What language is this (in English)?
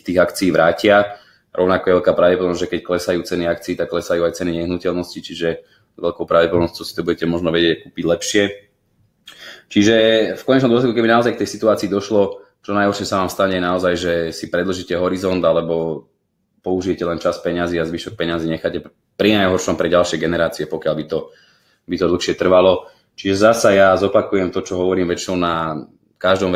Slovak